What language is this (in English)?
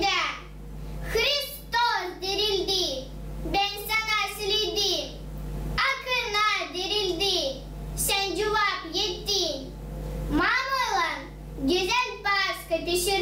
Gagauz